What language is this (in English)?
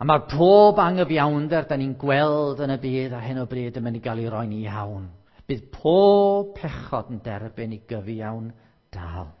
Welsh